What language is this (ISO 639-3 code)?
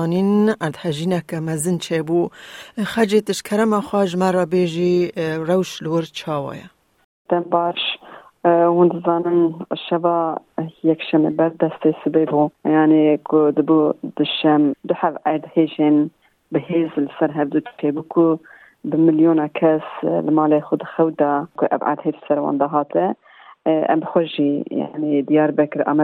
kur